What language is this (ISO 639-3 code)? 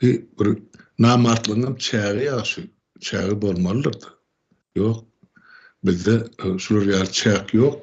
tuk